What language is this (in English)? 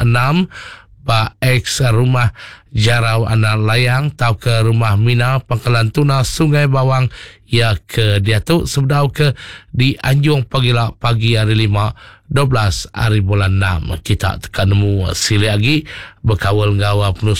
Iban